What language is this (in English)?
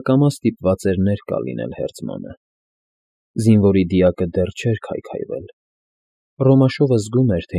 Armenian